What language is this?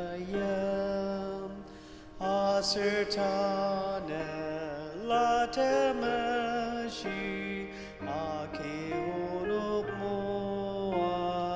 Ao Naga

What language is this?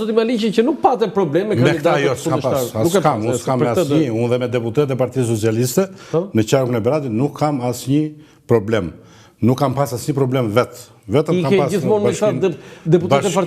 Albanian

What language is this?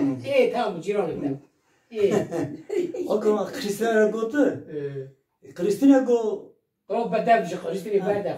Kurdish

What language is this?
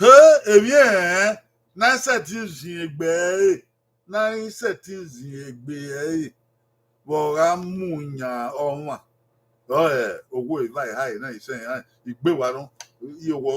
Bini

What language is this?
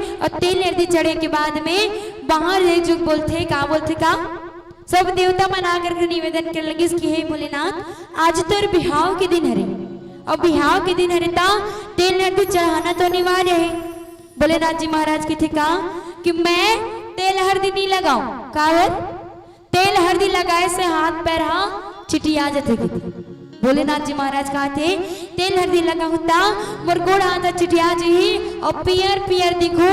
Chhattisgarhi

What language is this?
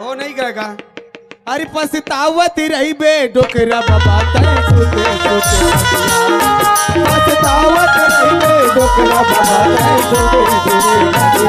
Chhattisgarhi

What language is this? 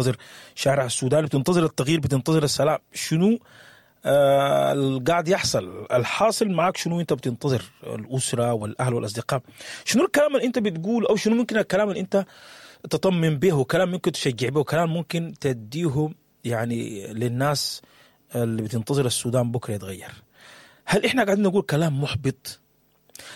Sudanese Arabic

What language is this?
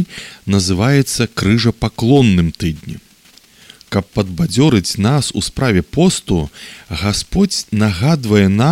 Belarusian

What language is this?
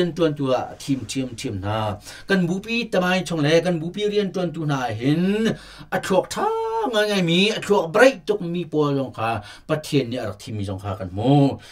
Hakha Chin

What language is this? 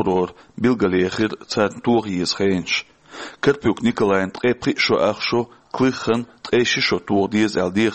Chechen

